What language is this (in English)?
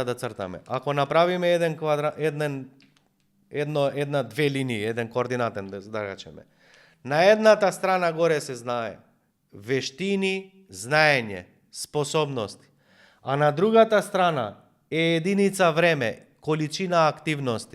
Macedonian